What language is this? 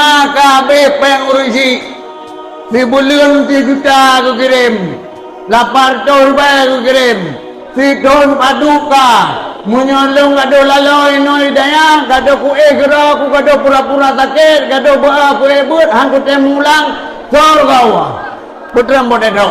Achinese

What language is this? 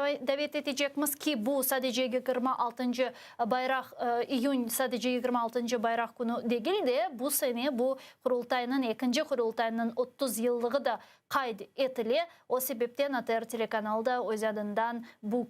Crimean Tatar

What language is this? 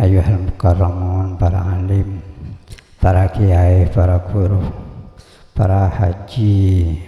Madurese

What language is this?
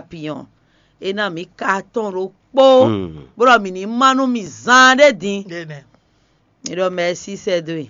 Fon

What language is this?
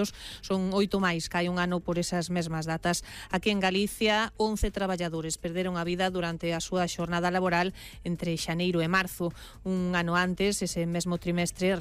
Galician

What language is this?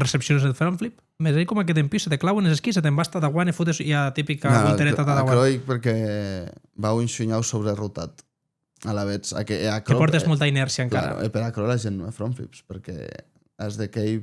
Occitan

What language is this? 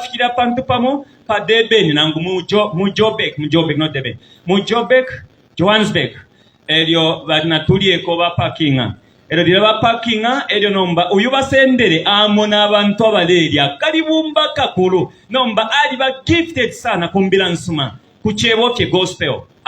Bemba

